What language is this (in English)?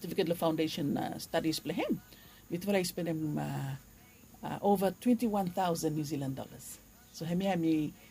Bislama